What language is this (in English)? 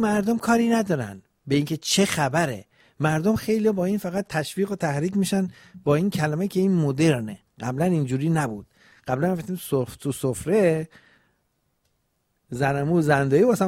Persian